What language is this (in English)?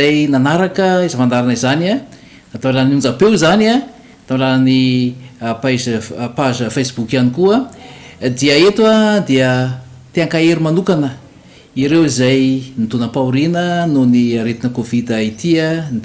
Malagasy